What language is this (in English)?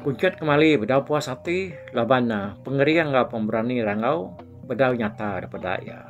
Iban